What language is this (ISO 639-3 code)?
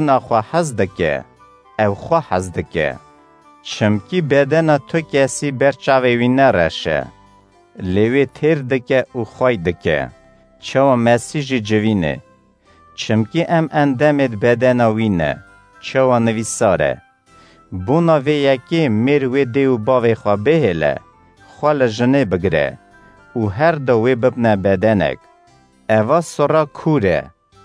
kur